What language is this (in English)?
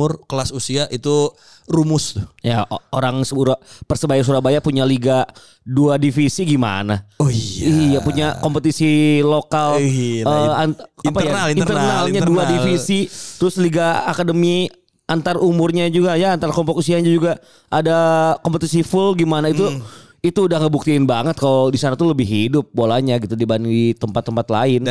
Indonesian